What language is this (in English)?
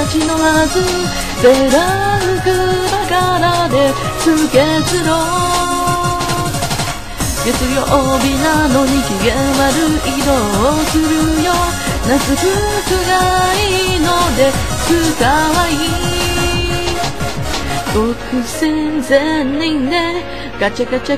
Japanese